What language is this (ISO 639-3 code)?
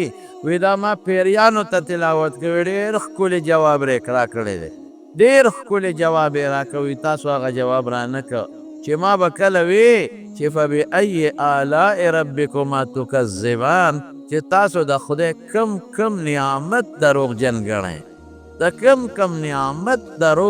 pus